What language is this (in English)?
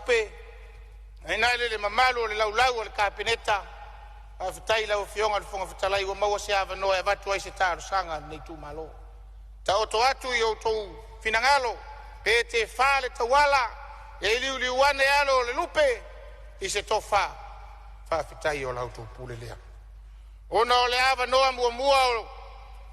Samoan